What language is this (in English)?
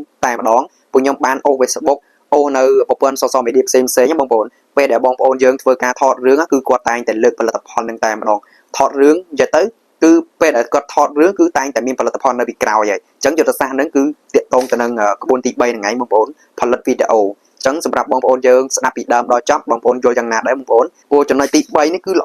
Khmer